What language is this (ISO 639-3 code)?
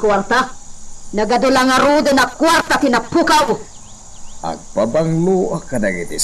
ilo